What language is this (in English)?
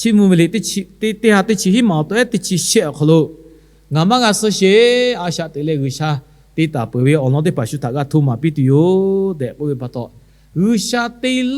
Lahu